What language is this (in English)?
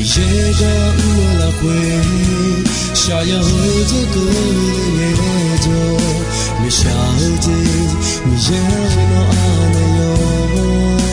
Akha